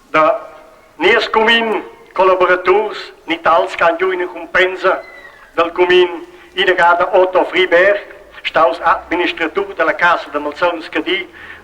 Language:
Romansh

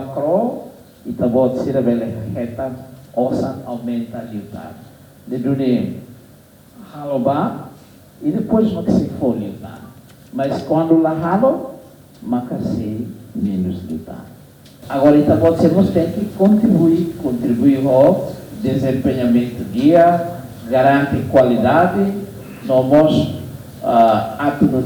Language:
Tetum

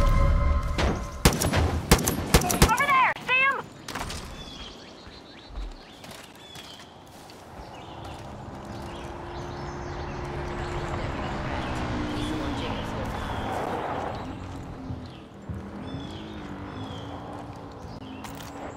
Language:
English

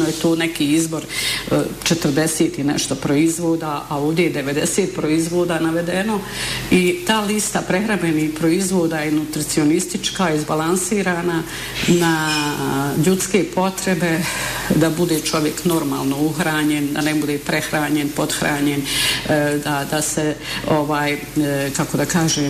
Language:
Bosnian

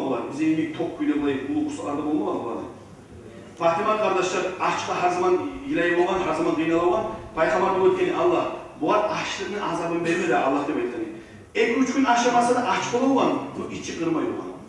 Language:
Kumyk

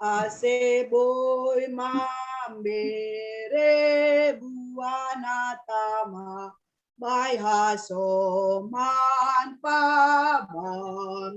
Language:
Batak Simalungun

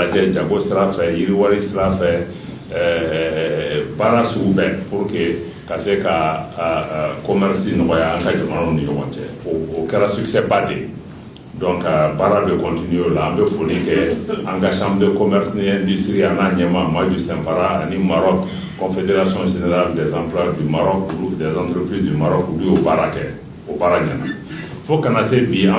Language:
Bambara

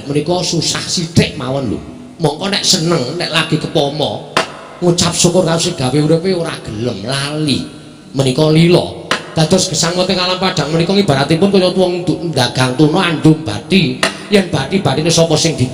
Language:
Javanese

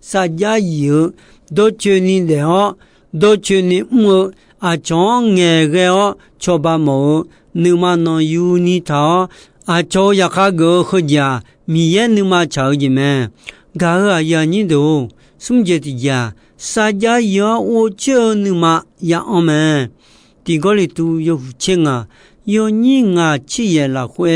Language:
Akha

